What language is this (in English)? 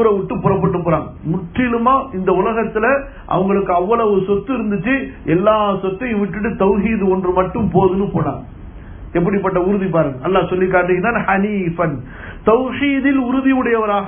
Tamil